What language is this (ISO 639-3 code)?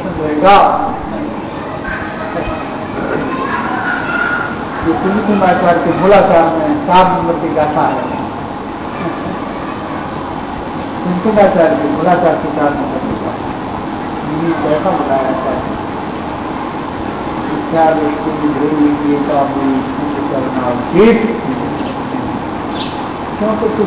hin